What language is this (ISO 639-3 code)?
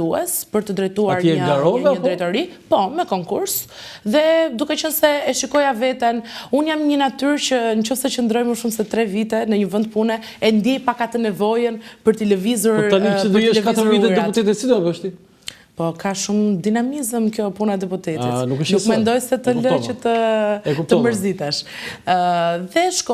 sqi